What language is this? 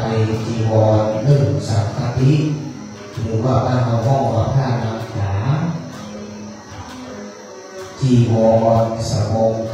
Thai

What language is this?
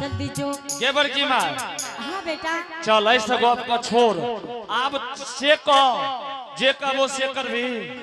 Angika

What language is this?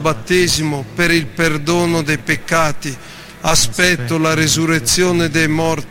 Italian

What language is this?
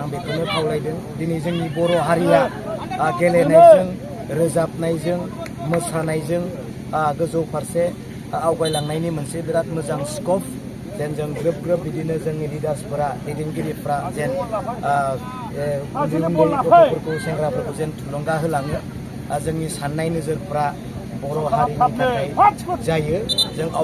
Bodo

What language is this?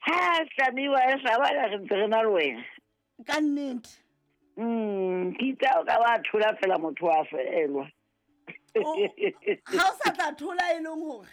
Southern Sotho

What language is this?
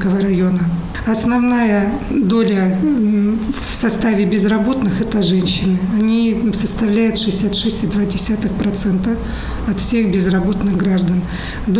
Russian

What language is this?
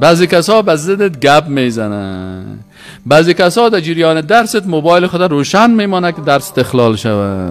Persian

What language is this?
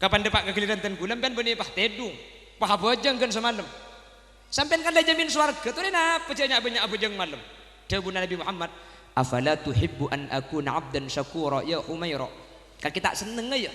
Madurese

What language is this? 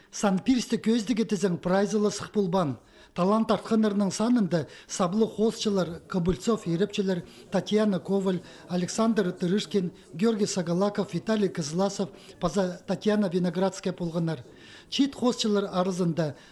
Khakas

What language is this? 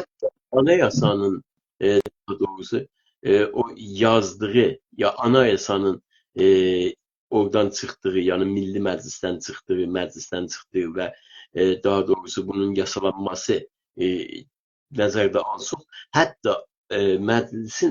South Azerbaijani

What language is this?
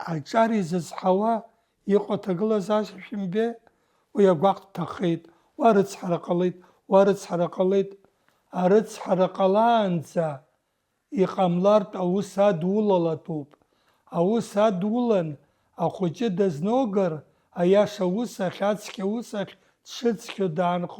Abkhazian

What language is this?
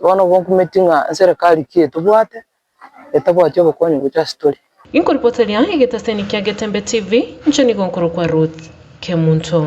Gusii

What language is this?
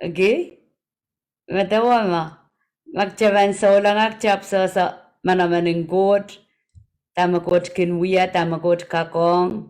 Pohnpeian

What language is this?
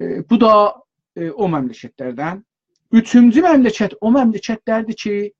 South Azerbaijani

